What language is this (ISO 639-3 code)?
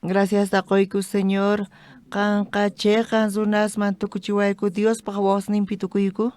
quh